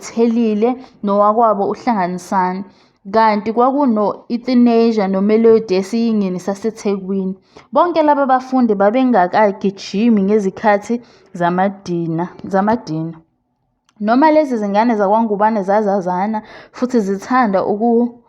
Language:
Zulu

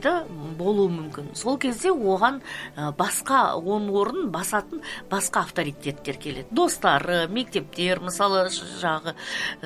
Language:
Kazakh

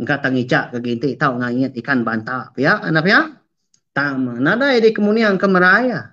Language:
Iban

